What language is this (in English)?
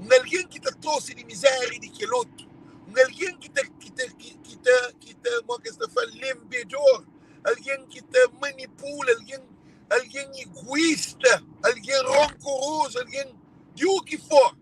Kabuverdianu